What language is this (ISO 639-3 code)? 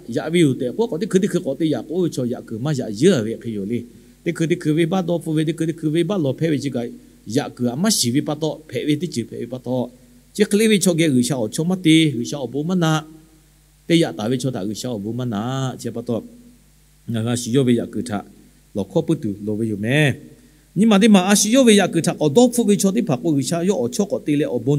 lhu